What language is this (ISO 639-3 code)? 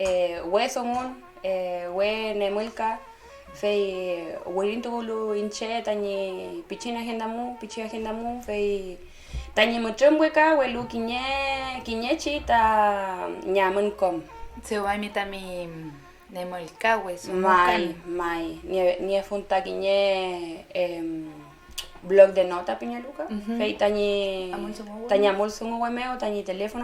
arn